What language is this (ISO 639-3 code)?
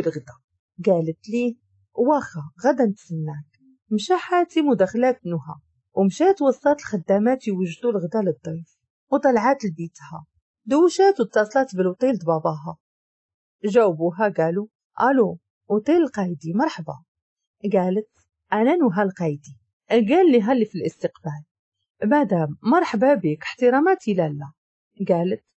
ary